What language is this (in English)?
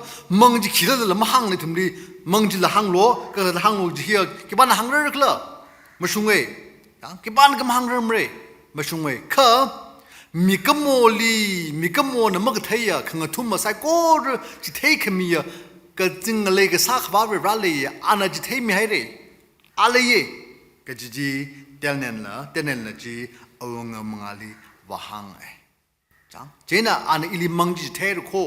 Tangkhul Naga (India)